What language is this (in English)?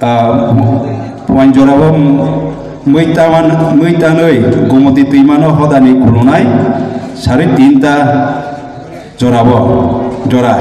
Kok Borok